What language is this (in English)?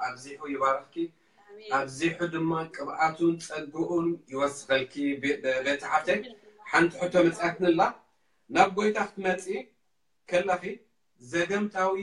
Tigrinya